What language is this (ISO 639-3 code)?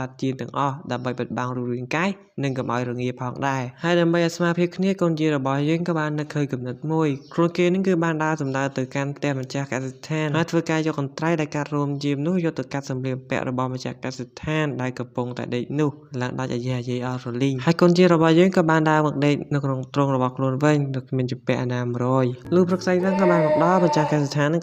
khm